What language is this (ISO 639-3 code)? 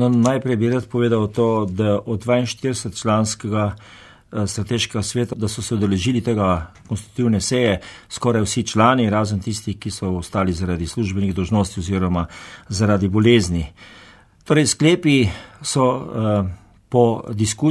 slv